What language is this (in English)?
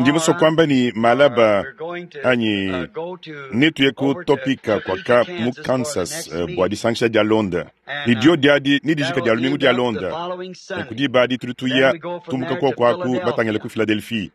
Luba-Lulua